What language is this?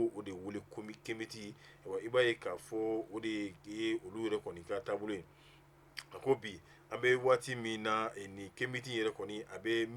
Bambara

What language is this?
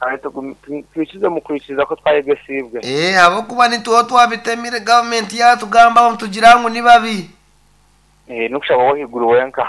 Nyankole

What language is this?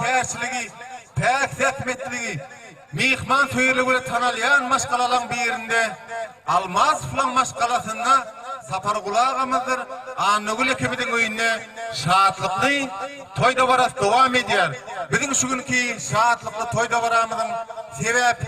Turkmen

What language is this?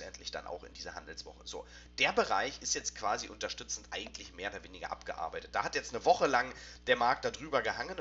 German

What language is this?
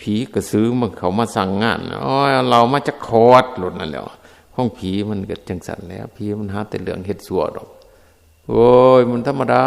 Northeastern Thai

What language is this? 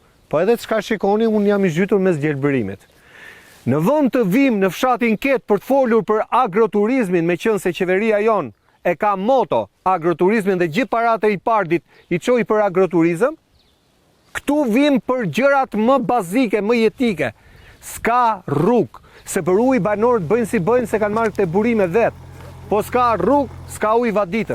Albanian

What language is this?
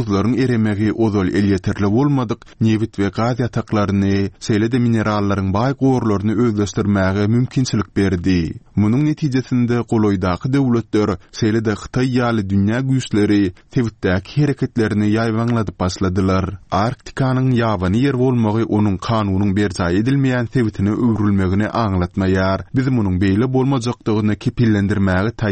Turkmen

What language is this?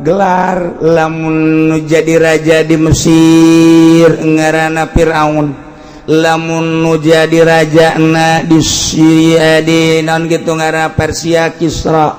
Sundanese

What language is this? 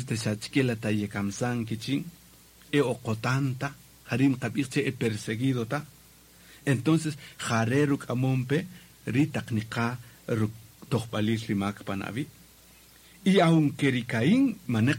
Kaqchikel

